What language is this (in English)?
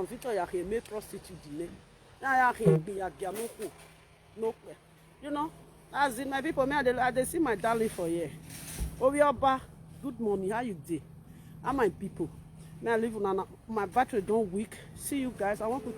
Nigerian Pidgin